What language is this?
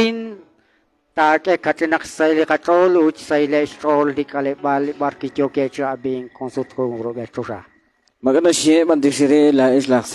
Kekchí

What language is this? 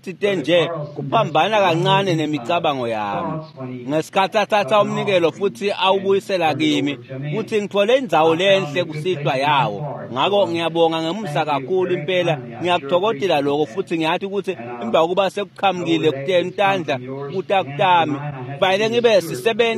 Swati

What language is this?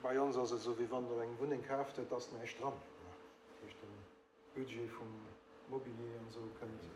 Luxembourgish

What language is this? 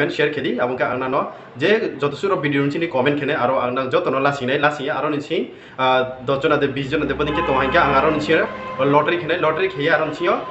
Riang (India)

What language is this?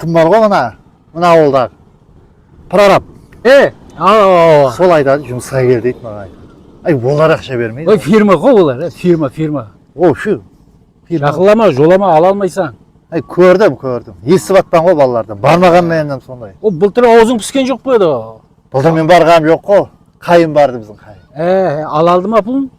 Kara-Kalpak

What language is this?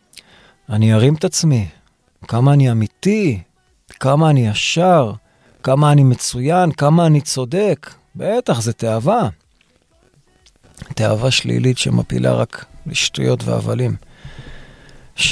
Hebrew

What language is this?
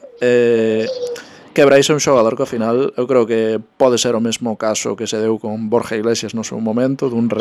Galician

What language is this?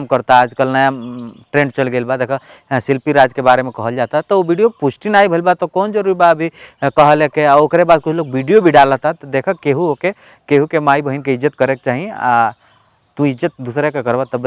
Bhojpuri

